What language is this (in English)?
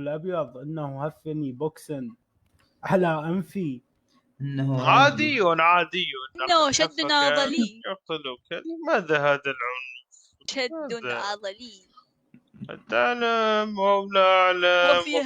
Mesopotamian Arabic